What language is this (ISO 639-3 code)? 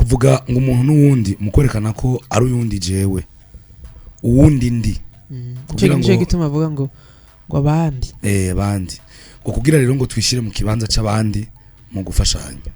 run